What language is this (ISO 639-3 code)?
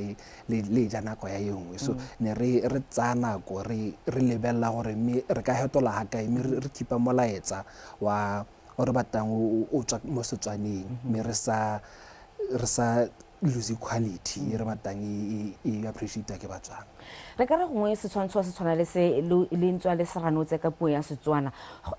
tsn